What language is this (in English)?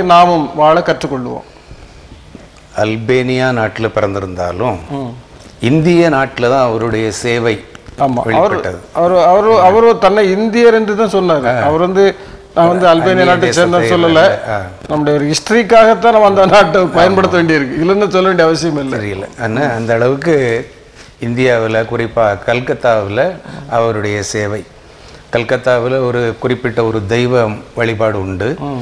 Tamil